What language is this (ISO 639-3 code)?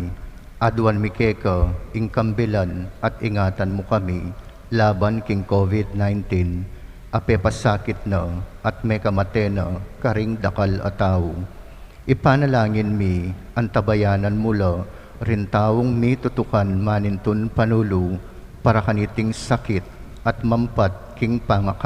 pam